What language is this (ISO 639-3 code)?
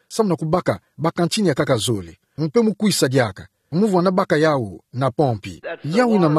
ktu